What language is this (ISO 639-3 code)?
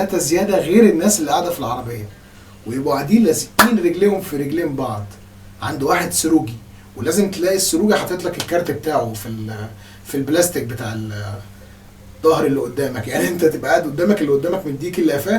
arz